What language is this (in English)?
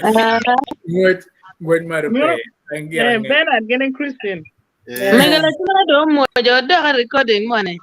Acoli